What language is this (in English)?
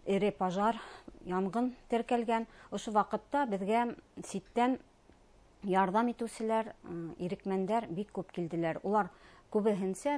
Bashkir